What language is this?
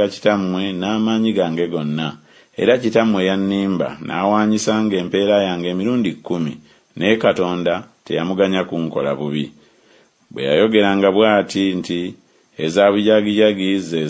Ganda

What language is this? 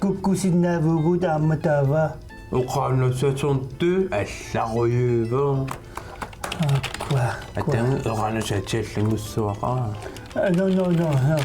Kalaallisut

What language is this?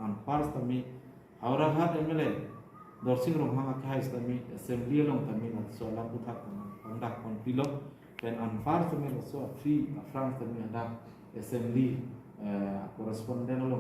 Karbi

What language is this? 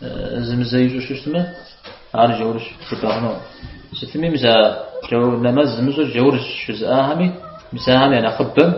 Kabardian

